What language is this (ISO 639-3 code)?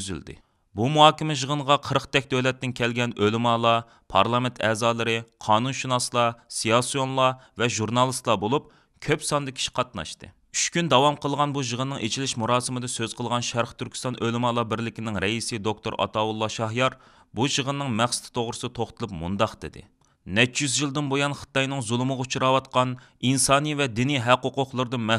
uig